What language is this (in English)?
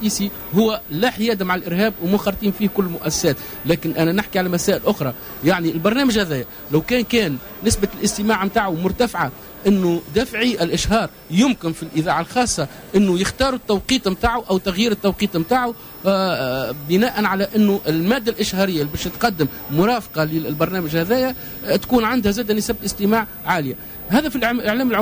Tunisian Arabic